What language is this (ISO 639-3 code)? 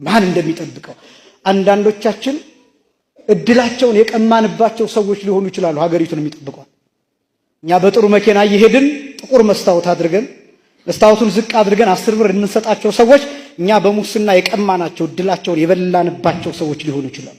amh